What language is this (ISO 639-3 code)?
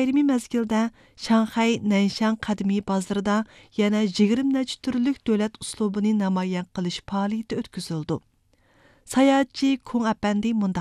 uig